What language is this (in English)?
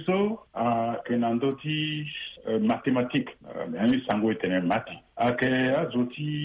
Sango